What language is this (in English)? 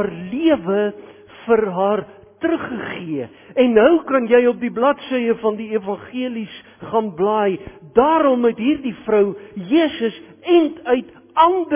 Afrikaans